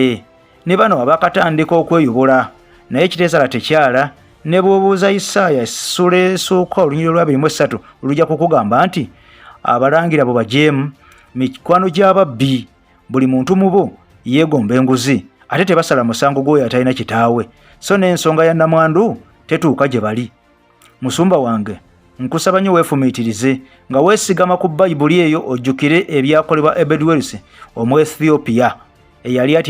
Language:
Ganda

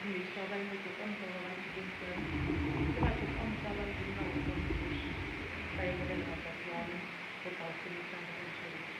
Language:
Northern Sotho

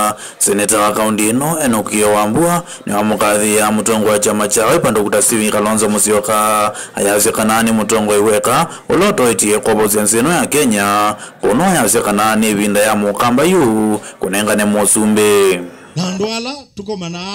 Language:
Kamba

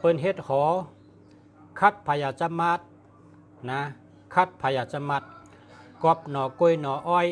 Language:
Shan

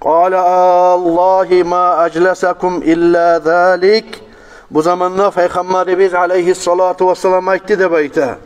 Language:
Kumyk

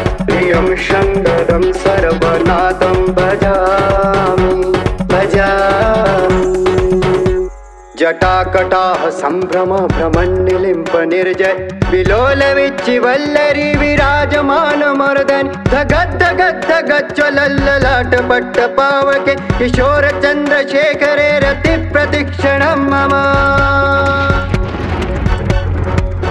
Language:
Sanskrit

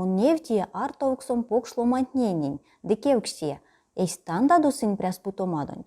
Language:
Erzya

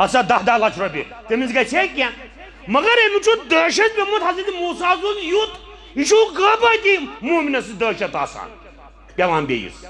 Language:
Kashmiri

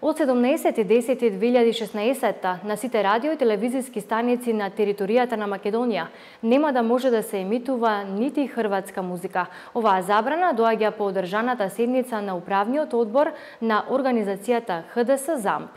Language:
Macedonian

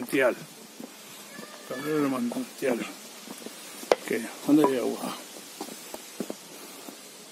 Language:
Spanish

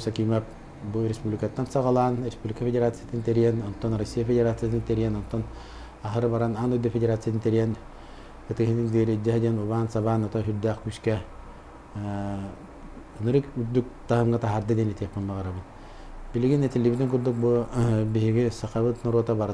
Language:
Yakut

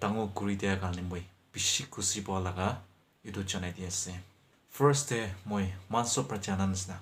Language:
Naga Pidgin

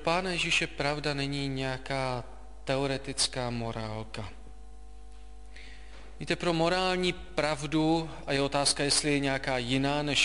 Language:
Czech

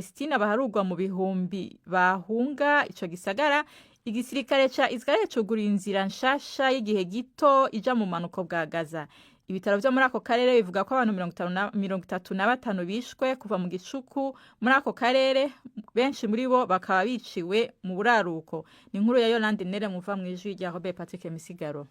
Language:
Rundi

